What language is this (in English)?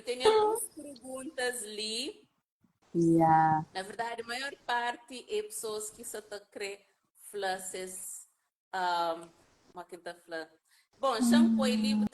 Kabuverdianu